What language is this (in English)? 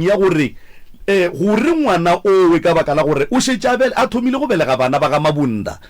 Northern Sotho